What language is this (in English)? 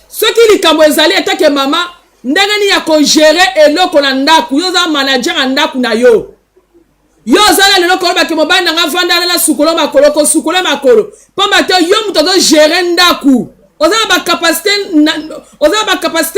Lingala